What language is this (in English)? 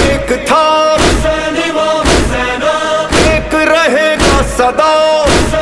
Urdu